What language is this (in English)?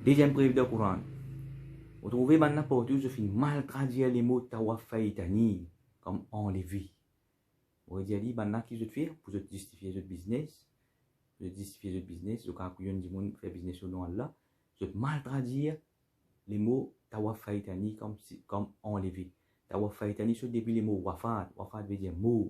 Morisyen